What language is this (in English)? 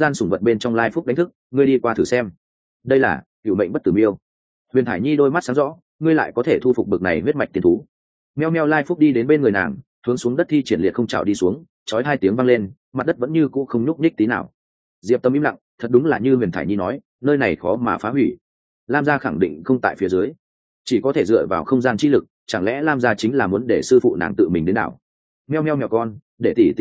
Vietnamese